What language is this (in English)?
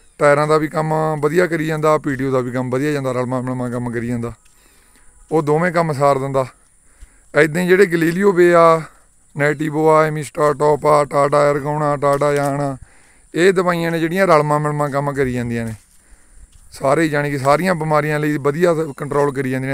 Punjabi